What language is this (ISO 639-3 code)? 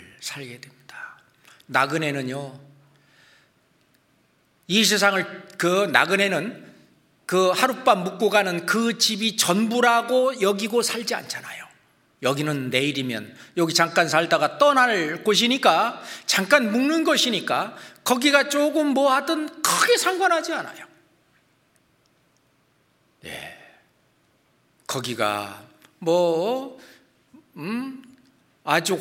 kor